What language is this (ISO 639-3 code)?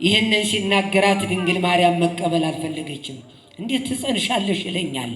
amh